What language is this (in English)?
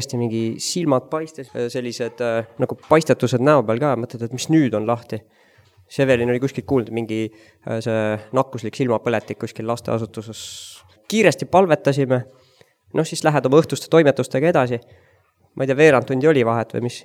Estonian